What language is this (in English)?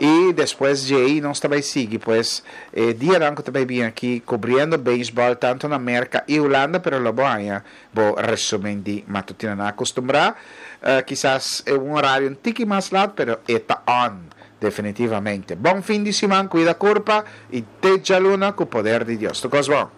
Papiamento